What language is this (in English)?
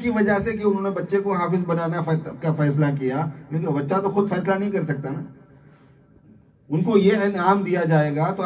Urdu